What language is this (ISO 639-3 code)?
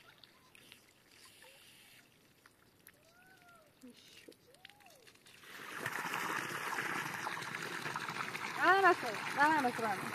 fas